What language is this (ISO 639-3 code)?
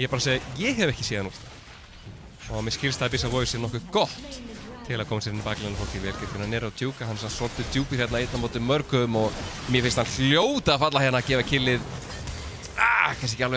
isl